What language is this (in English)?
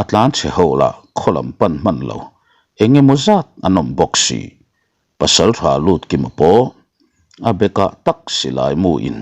Mizo